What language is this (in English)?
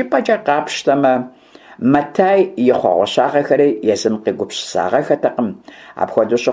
Kabardian